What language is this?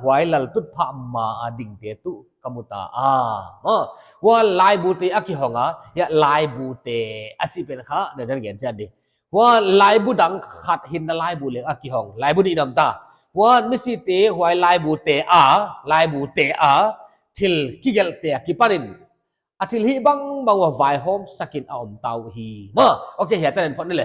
Paite Chin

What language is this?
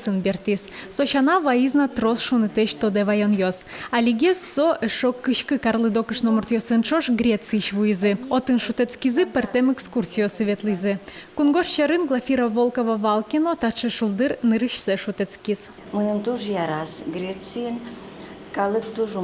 Udmurt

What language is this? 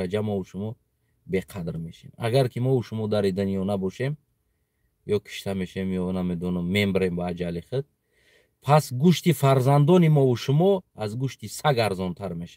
Tajik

